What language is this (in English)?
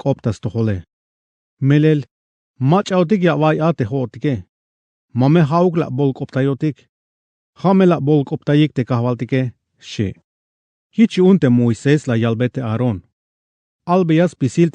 Tzeltal